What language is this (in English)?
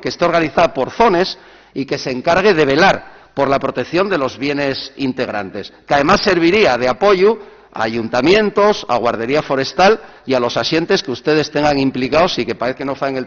Asturian